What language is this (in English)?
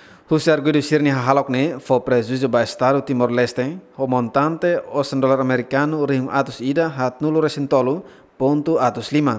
Tetum